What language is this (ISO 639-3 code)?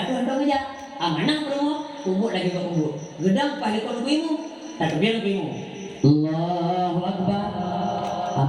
ace